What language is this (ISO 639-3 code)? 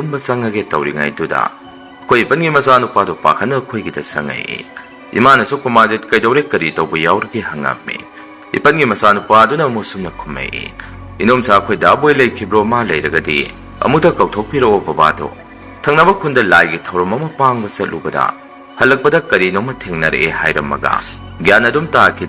mni